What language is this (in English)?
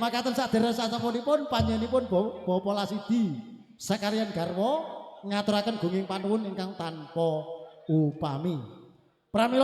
Javanese